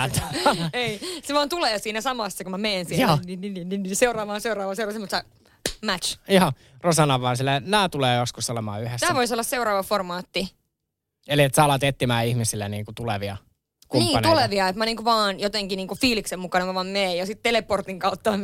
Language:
Finnish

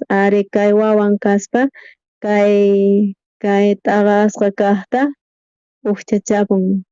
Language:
South Bolivian Quechua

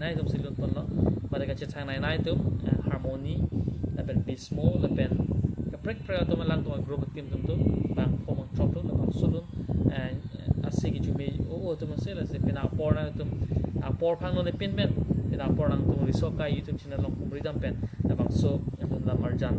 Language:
Karbi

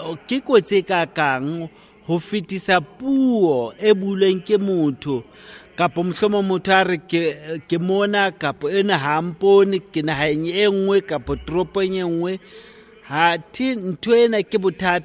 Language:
Southern Sotho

